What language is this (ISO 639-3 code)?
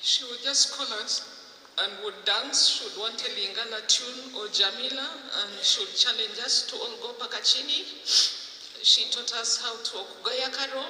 nyn